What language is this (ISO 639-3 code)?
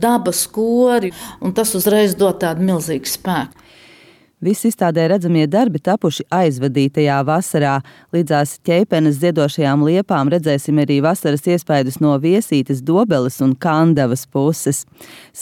lav